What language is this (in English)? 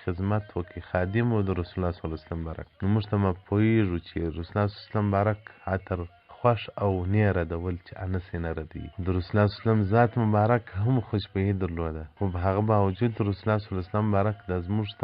Pashto